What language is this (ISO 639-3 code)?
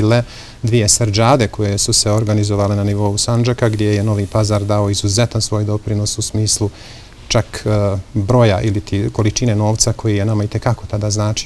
bos